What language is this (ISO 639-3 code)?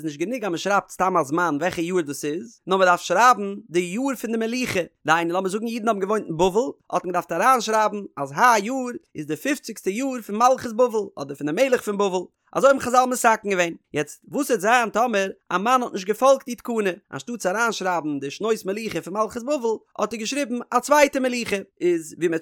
yid